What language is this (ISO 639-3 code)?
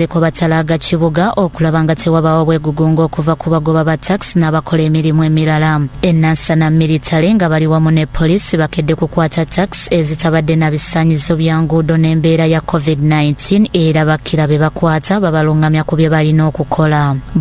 lug